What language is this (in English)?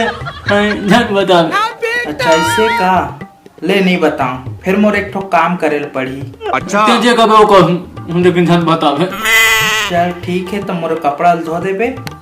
Chhattisgarhi